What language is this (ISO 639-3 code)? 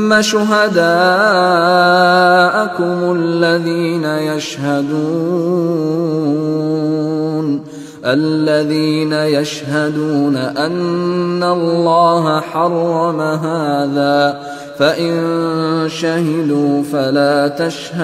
ara